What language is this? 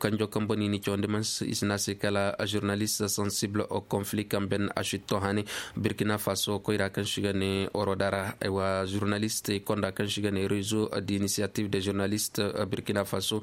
Koyraboro Senni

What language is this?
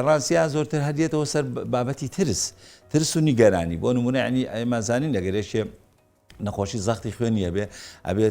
Central Kurdish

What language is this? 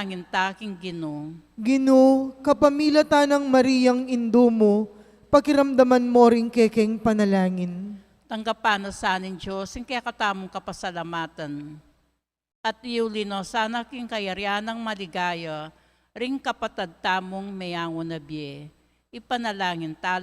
Pampanga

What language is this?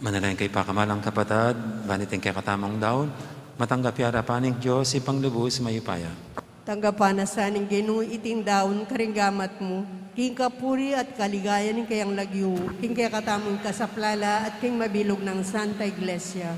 Pampanga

